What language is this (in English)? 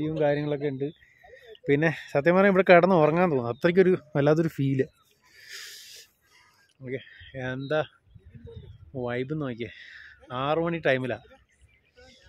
Malayalam